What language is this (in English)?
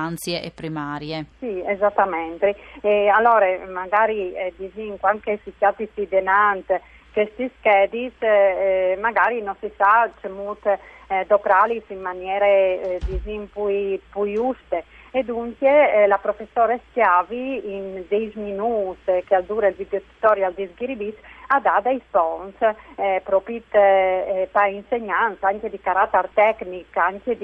Friulian